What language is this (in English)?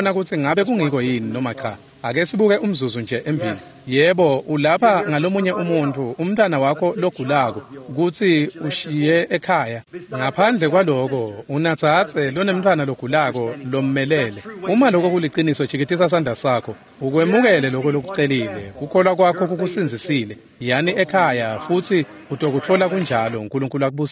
Swati